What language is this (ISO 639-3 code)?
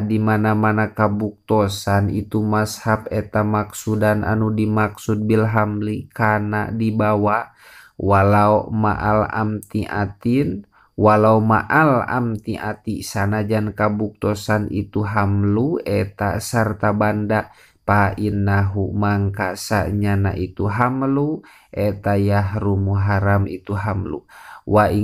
sun